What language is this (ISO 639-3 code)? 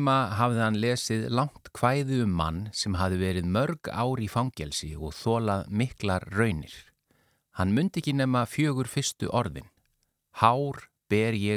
isl